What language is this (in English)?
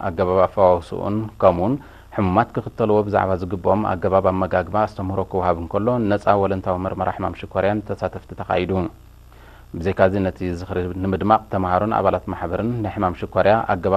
Tigrinya